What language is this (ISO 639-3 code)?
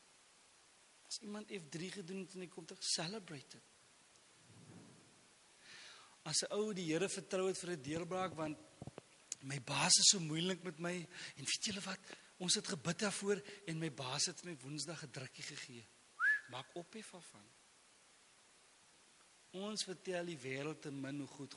afr